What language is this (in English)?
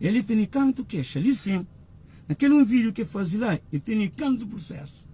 Kabuverdianu